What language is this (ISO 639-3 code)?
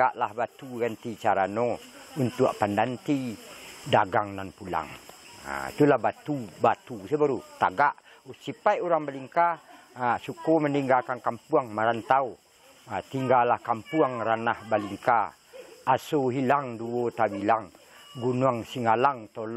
min